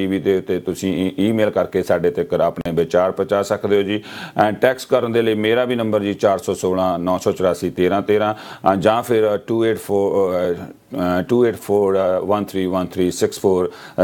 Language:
Punjabi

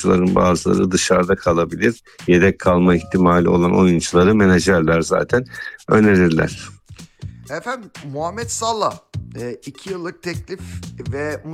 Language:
Turkish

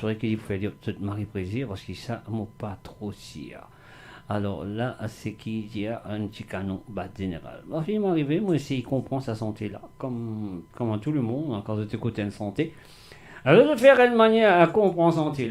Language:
Morisyen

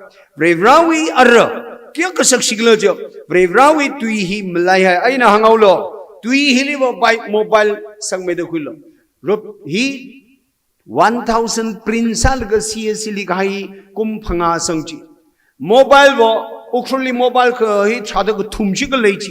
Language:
Tangkhul Naga (India)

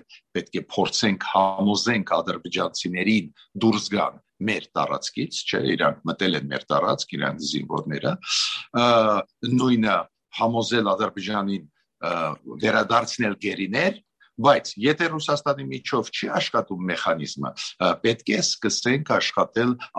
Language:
Armenian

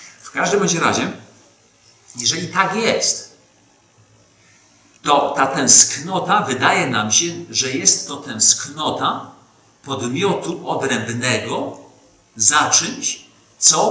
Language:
Polish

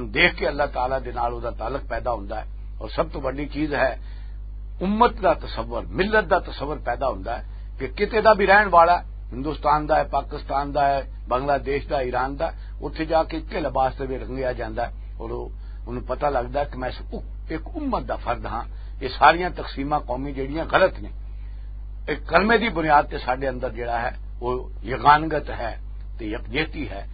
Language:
Western Panjabi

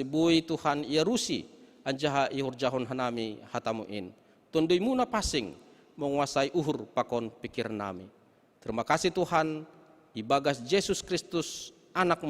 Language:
Batak Simalungun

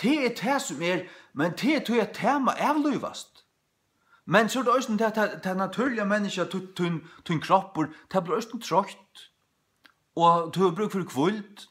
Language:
Faroese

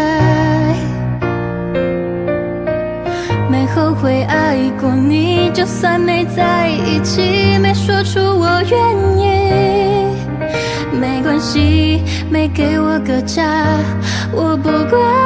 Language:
Chinese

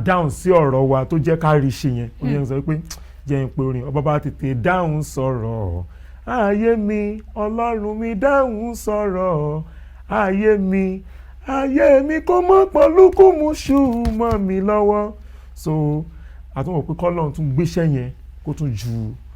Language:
Yoruba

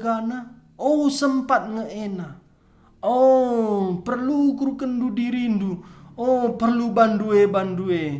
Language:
Batak Karo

